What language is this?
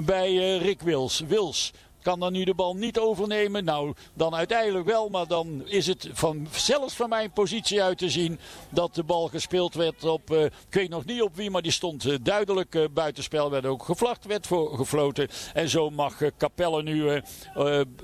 Dutch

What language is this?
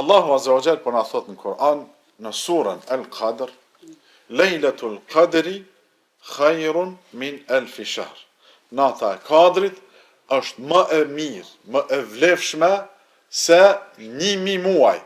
Albanian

